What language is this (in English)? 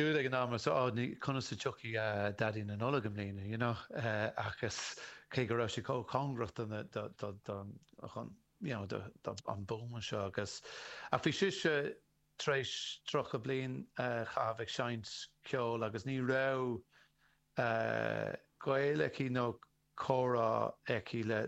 Irish